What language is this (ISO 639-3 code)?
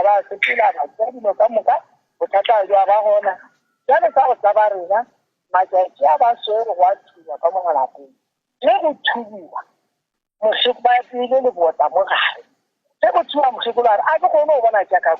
nso